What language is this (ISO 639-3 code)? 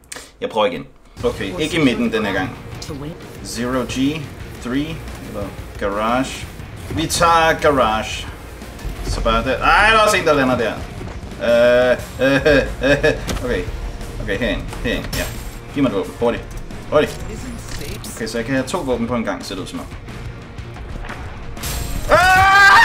dan